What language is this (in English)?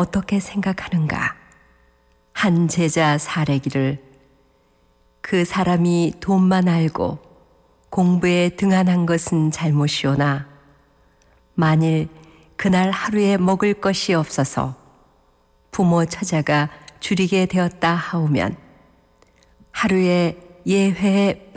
Korean